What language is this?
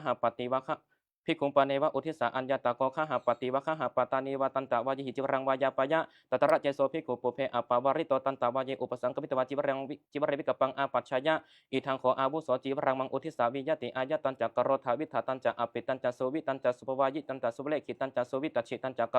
Pali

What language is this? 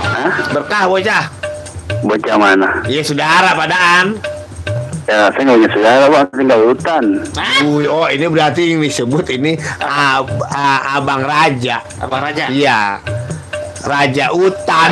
Betawi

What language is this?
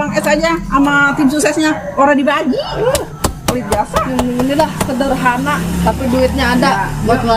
Betawi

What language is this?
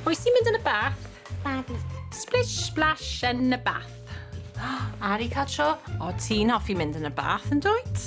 Welsh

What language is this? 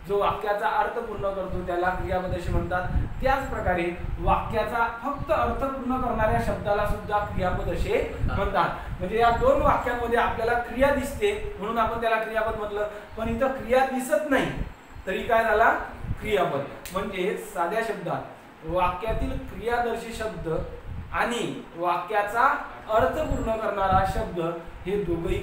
Marathi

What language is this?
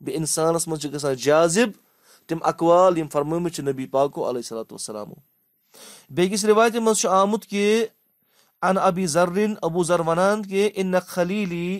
Kashmiri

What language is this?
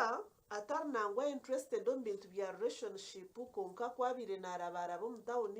Nyankole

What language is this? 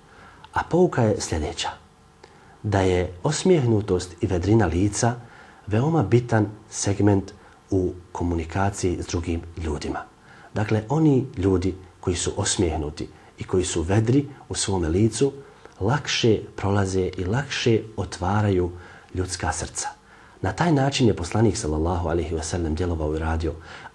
Bosnian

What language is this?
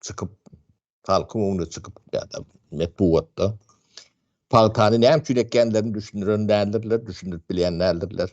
Turkmen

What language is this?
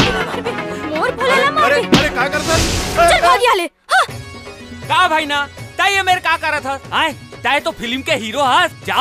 Chhattisgarhi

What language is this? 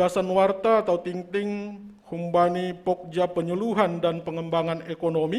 Batak Simalungun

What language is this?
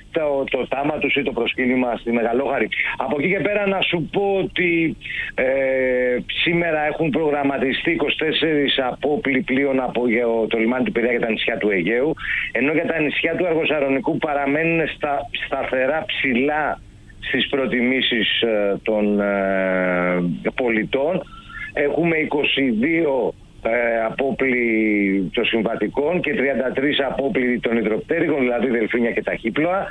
Greek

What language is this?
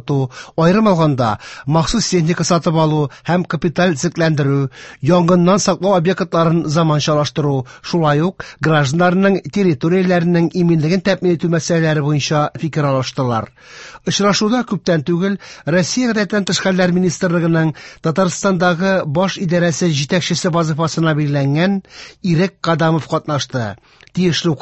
Tatar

